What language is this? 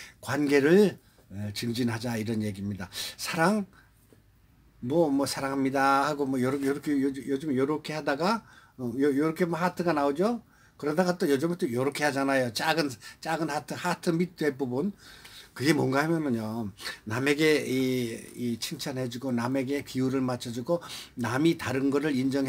Korean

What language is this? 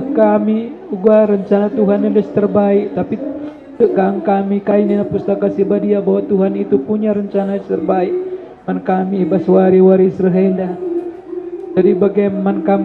Batak Karo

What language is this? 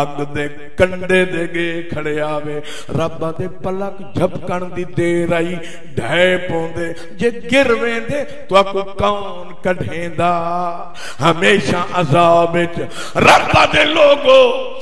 Saraiki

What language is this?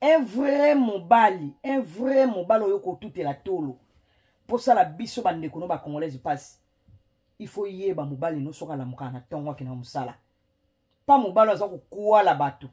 Lingala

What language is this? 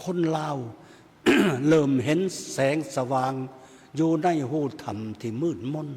Lao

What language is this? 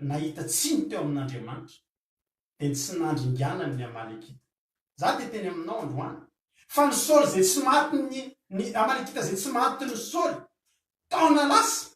Malagasy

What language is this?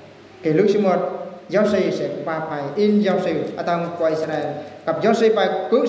Eastern Bru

